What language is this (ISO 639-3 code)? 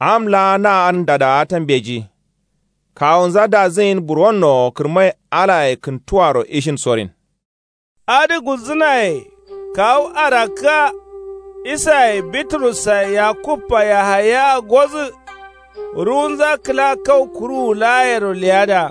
kau